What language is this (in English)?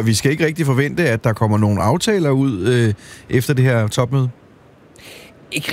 Danish